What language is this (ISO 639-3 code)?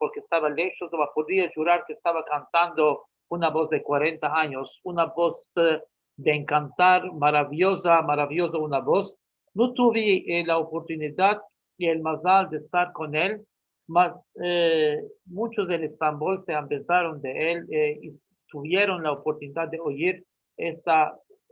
lad